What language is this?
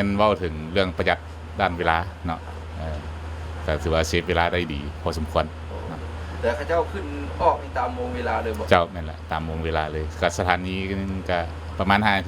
Lao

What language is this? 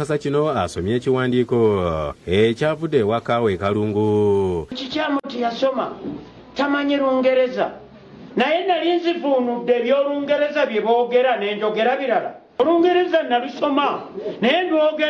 Ganda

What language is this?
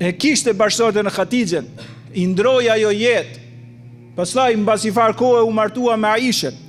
Albanian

